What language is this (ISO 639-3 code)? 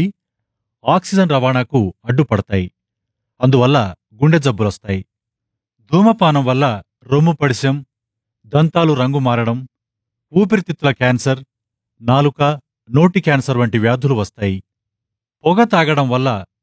tel